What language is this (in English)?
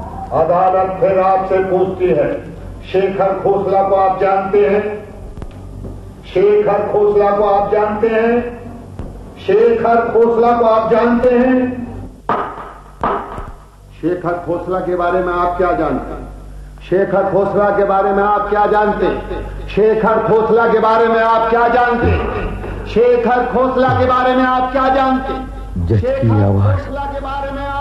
Hindi